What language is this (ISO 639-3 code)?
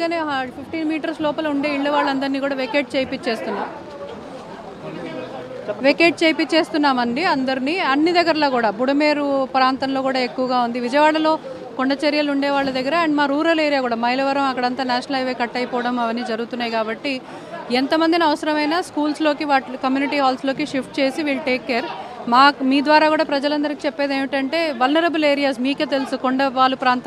tel